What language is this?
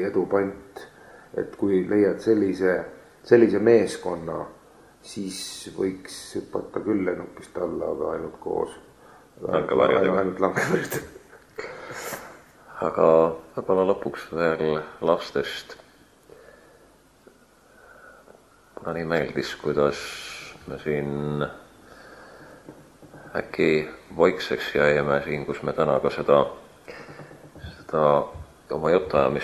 Estonian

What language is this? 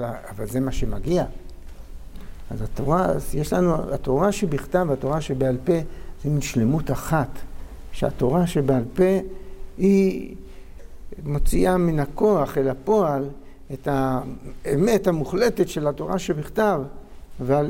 Hebrew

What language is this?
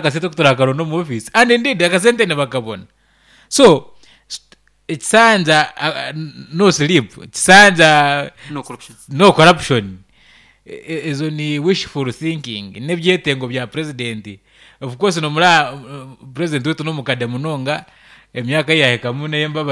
Nyankole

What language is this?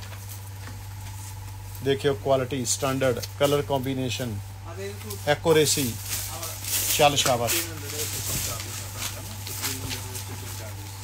Punjabi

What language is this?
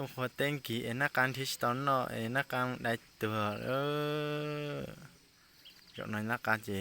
Hmong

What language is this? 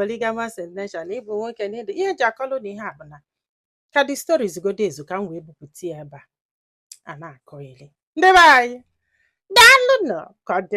Igbo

